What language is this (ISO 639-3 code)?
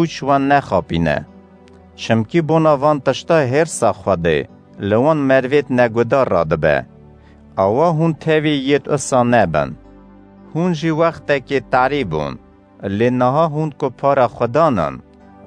kur